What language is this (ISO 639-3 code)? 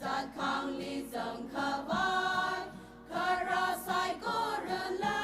nmf